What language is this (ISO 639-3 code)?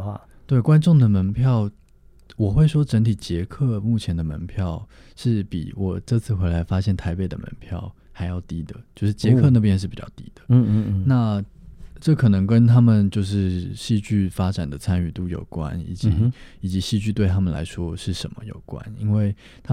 zho